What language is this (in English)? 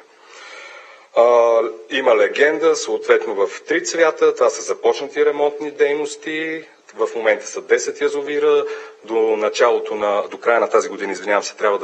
Bulgarian